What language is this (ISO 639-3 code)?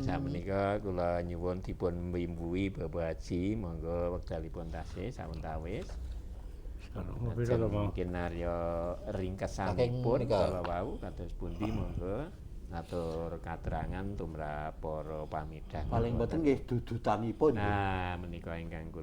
jav